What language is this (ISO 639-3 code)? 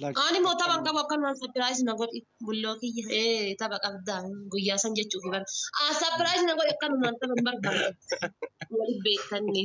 orm